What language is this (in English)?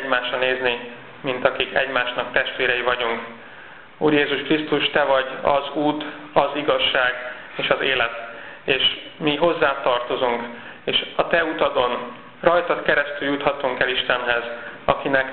Hungarian